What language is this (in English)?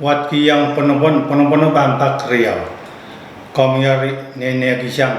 Pohnpeian